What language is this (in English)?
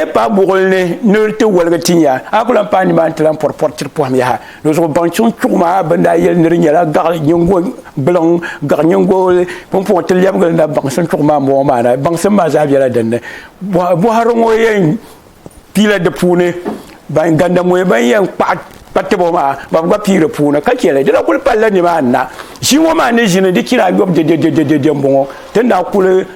Dagbani